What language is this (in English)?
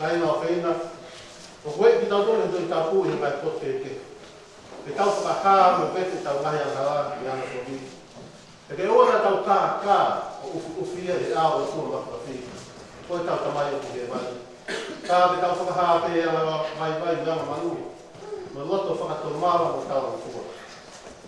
Tongan